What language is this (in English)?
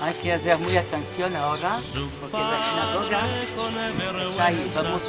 Ladino